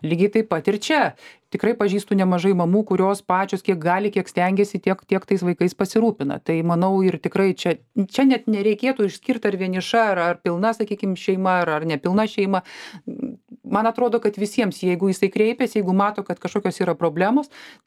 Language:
Lithuanian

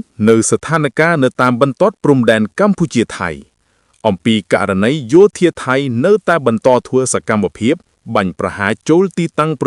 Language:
Khmer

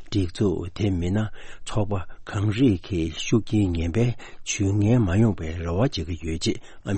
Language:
Tibetan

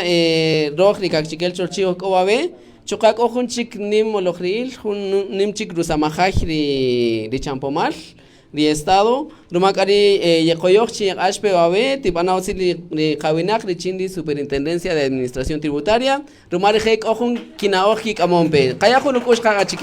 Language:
Kaqchikel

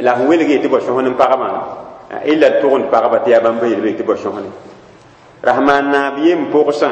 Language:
Mossi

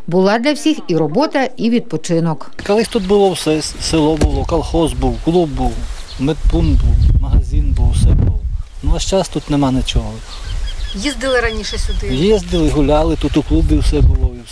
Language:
Ukrainian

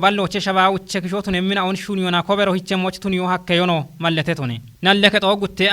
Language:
Kafa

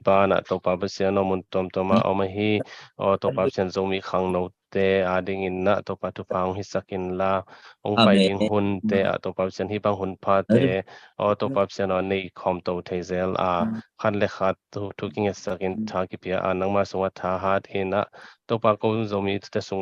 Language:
Tedim Chin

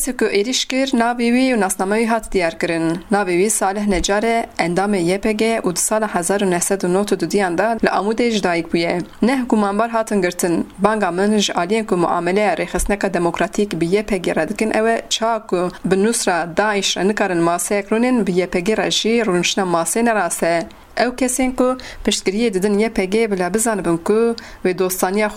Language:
Kurdish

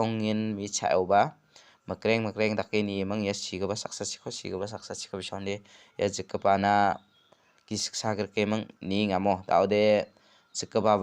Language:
Garo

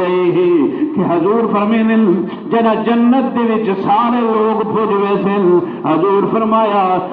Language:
Saraiki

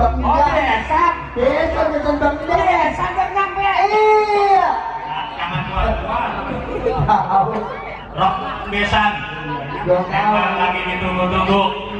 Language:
Betawi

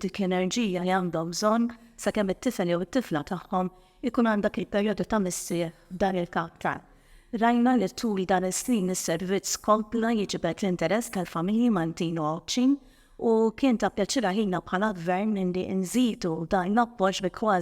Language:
Maltese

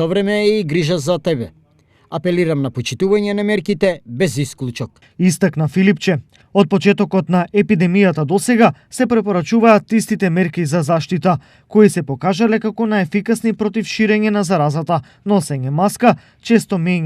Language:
Macedonian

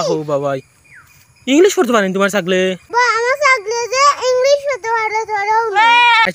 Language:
Sylheti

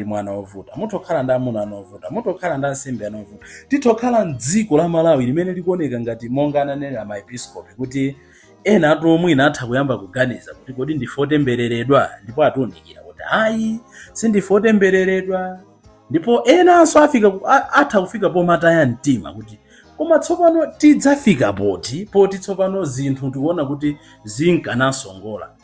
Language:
Nyanja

